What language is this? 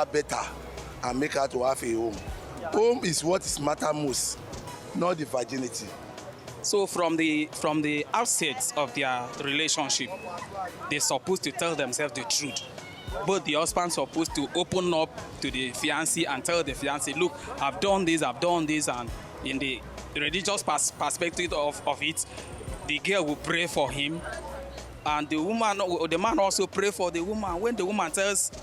Nigerian Pidgin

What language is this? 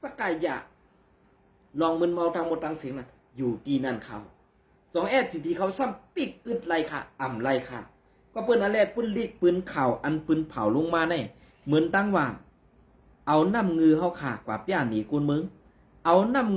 Shan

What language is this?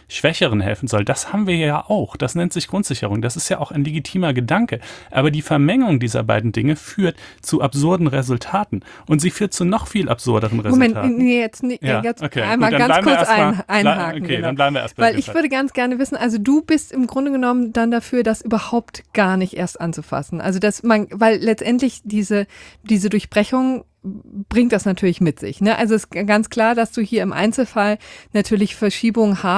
German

